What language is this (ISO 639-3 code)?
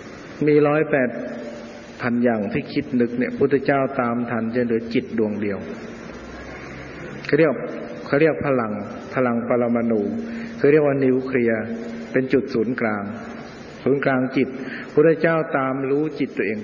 tha